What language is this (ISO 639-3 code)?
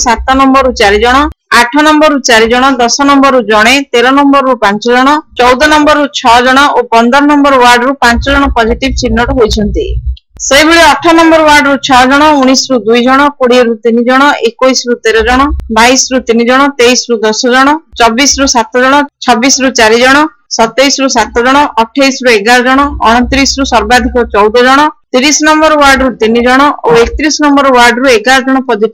ori